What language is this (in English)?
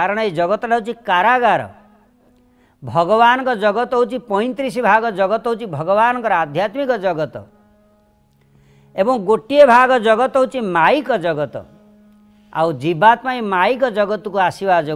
Odia